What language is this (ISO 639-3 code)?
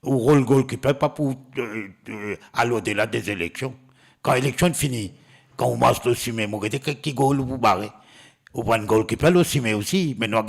mfe